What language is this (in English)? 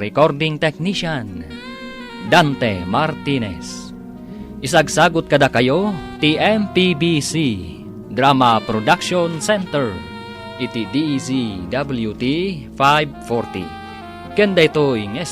Iloko